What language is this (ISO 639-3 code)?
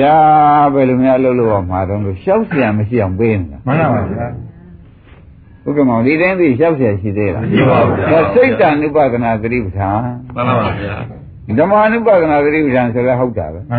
mya